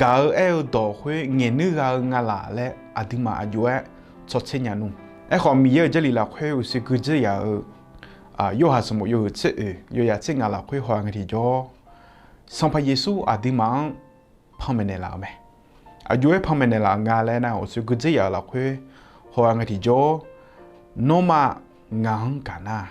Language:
Akha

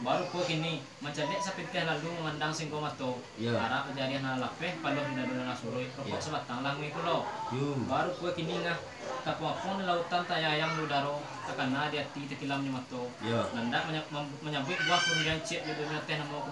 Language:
Minangkabau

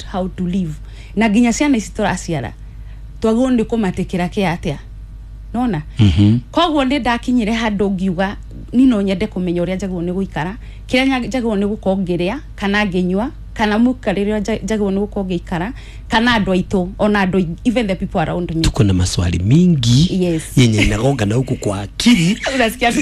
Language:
Kikuyu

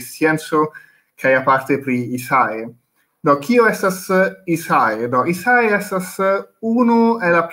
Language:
Esperanto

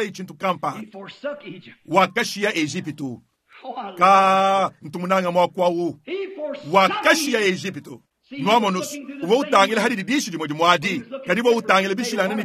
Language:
Luba-Lulua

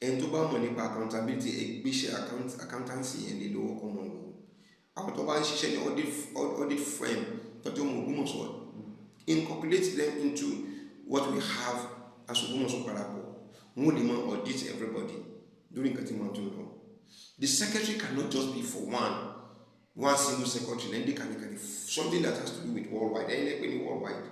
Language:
Yoruba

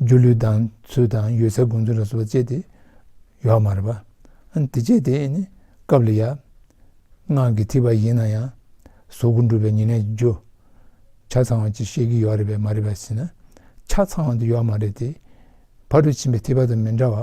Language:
Tibetan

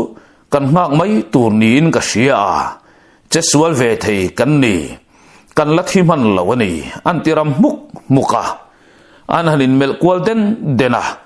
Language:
Mizo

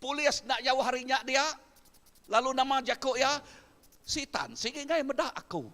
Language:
Iban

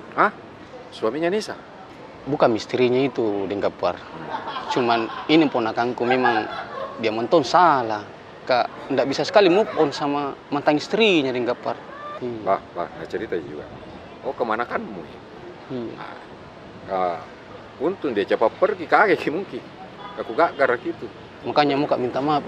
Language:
Makassar Malay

